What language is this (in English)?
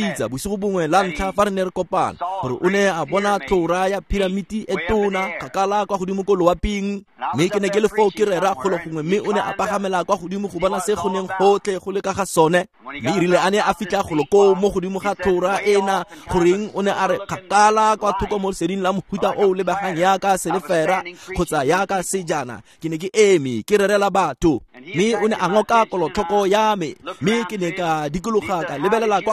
Tswana